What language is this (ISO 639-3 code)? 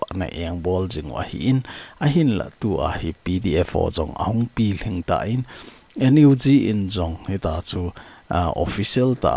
tcz